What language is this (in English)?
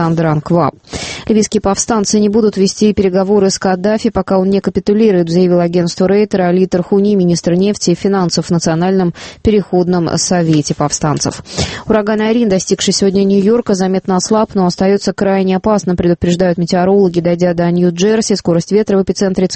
Russian